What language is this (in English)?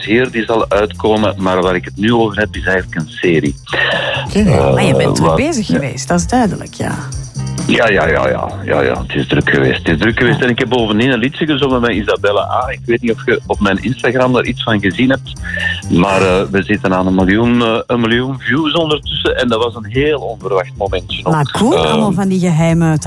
Dutch